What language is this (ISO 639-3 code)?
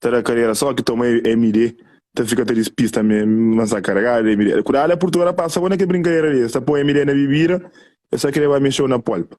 kea